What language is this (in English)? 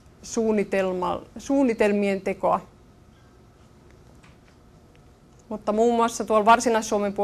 Finnish